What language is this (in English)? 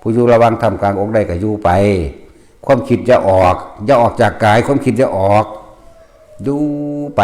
Northeastern Thai